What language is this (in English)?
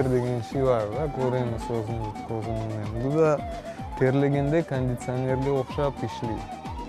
Crimean Tatar